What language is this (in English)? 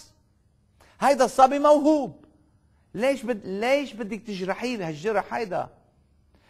North Levantine Arabic